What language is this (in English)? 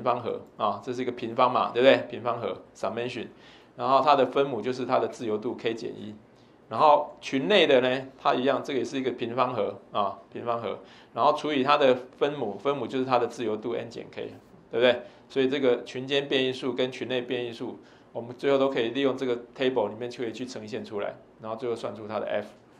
Chinese